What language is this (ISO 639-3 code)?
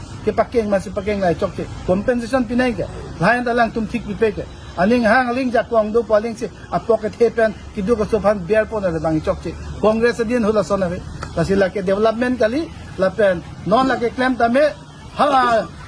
mjw